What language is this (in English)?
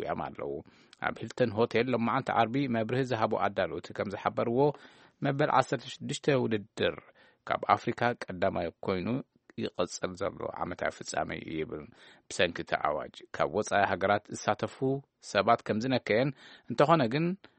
Tigrinya